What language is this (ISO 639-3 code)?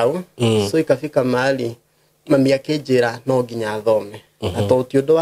kik